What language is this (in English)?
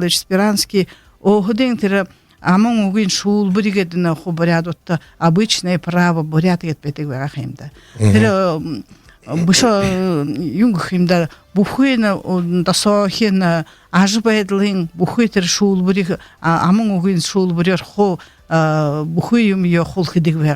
Buriat